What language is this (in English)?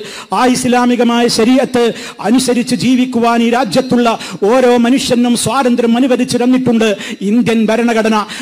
Malayalam